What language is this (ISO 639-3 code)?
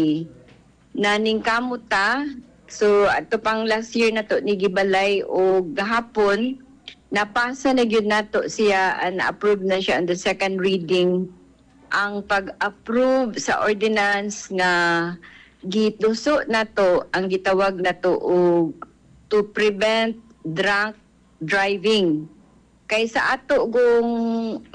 ceb